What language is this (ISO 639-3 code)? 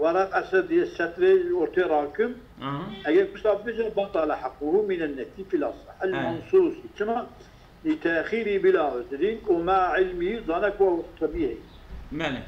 kur